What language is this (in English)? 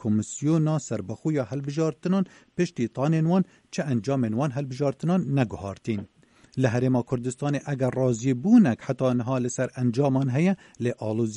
Kurdish